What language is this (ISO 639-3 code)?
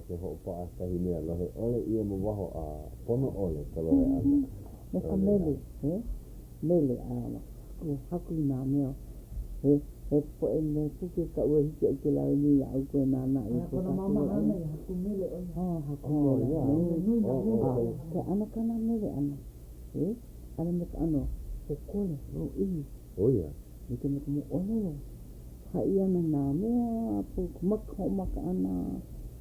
haw